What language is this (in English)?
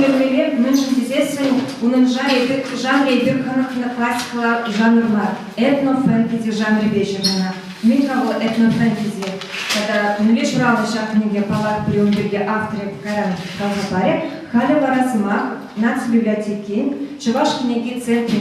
Chuvash